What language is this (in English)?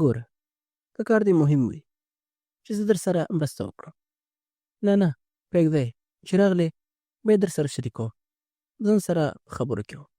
Pashto